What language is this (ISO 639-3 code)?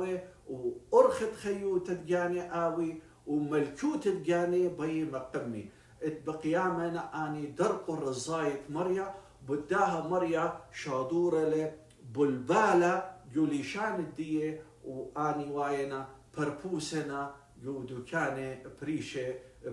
aii